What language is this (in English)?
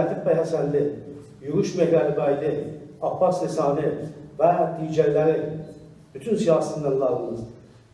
South Azerbaijani